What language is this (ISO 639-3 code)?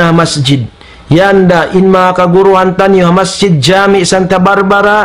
tsg